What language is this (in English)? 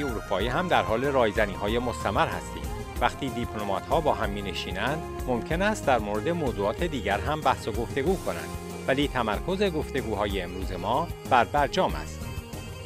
Persian